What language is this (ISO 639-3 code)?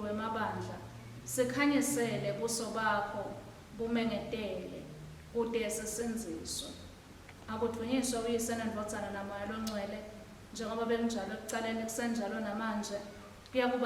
ssw